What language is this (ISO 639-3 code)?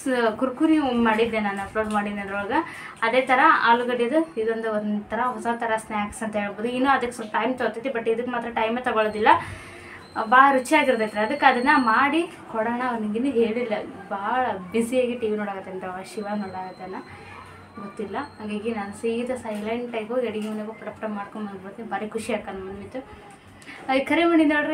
kan